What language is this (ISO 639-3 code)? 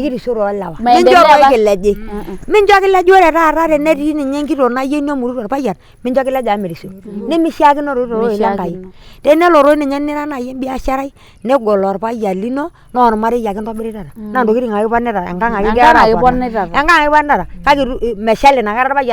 mas